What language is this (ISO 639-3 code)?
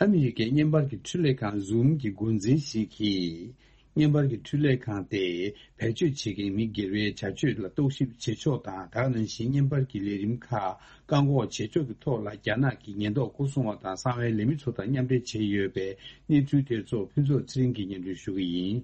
bod